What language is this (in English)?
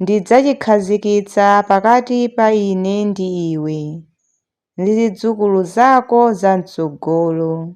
Nyanja